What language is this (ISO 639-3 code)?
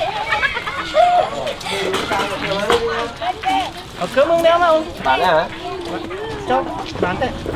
vie